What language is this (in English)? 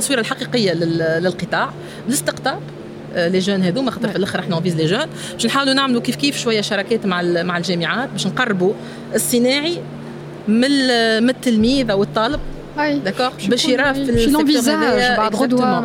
Tunisian Arabic